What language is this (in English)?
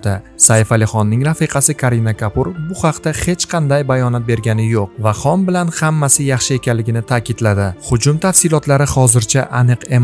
Uzbek